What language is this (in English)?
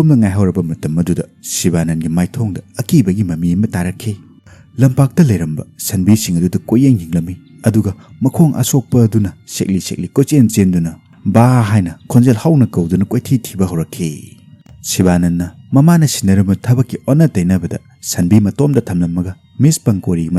Manipuri